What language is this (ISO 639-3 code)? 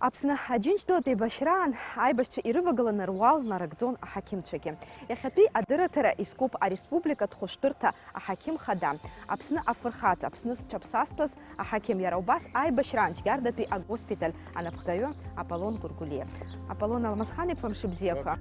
abk